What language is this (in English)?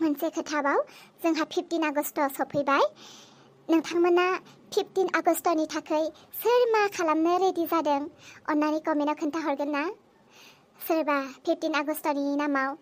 Bodo